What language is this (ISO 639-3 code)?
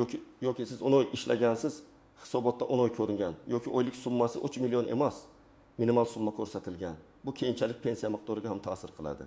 uzb